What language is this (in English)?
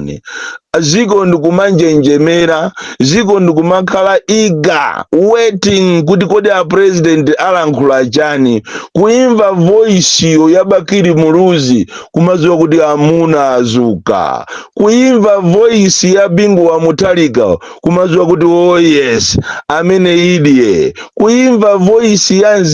Nyanja